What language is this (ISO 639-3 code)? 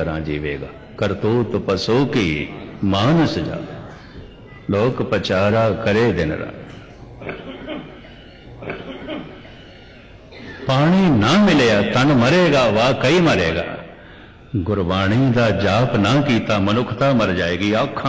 pan